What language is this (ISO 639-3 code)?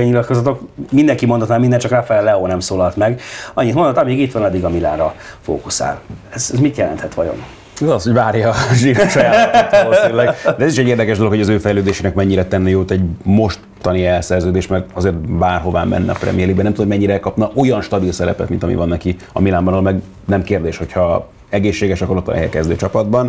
hun